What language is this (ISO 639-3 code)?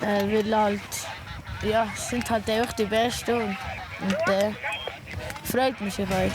gsw